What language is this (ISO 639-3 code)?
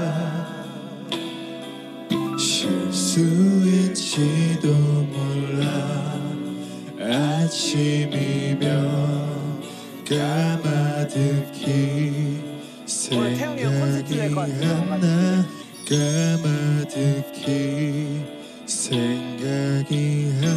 kor